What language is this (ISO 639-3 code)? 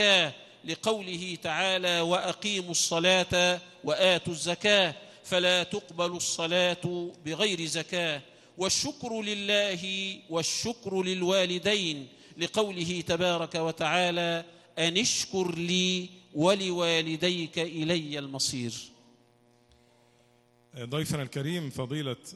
ara